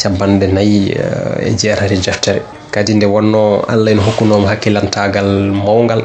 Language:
Fula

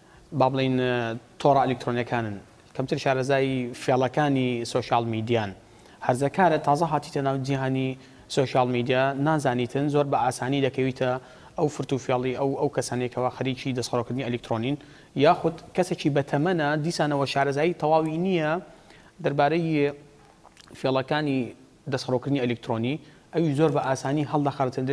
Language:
Central Kurdish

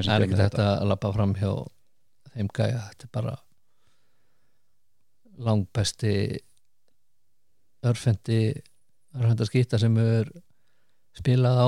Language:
Icelandic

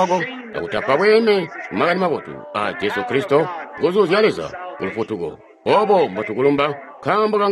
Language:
Tonga (Zambia)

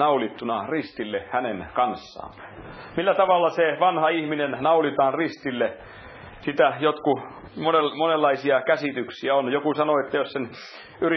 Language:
Finnish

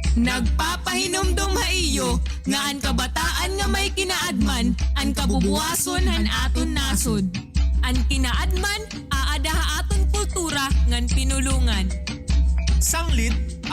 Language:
Waray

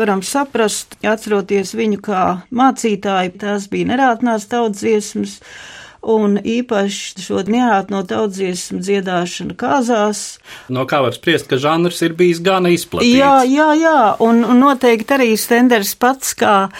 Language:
Latvian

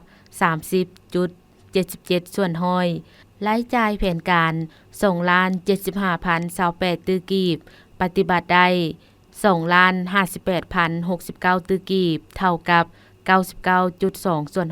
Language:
Lao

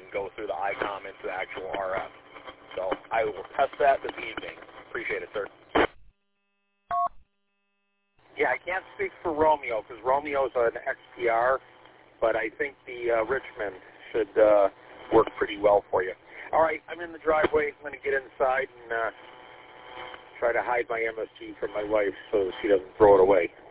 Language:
English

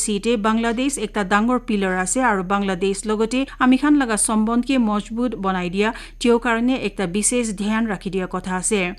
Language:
Naga Pidgin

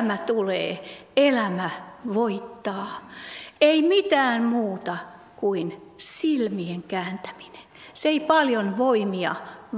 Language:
Finnish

